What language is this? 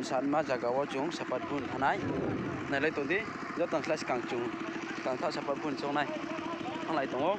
Riang (India)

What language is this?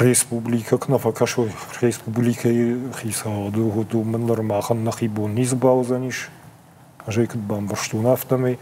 Ossetic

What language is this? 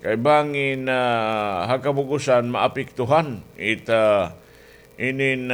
Waray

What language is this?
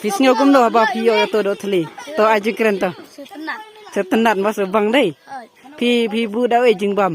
Khasi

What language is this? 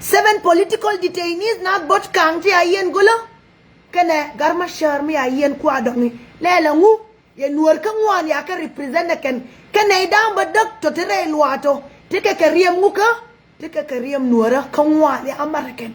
Nuer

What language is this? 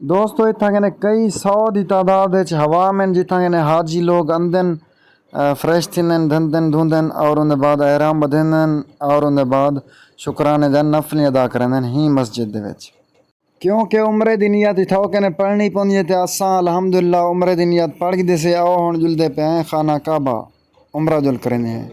Saraiki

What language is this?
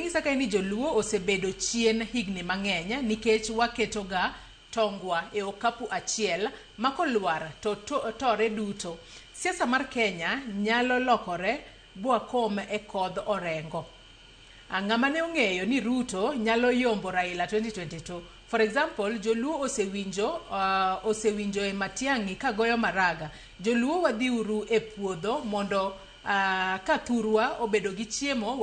Luo (Kenya and Tanzania)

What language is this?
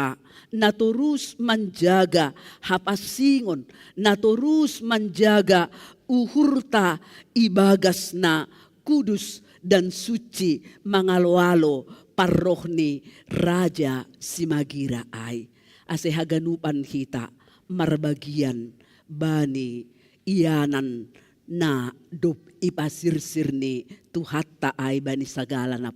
Batak Simalungun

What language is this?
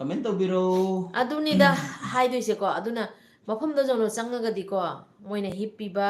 Manipuri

